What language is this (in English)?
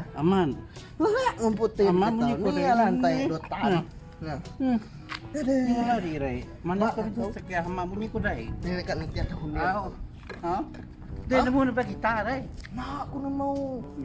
Iban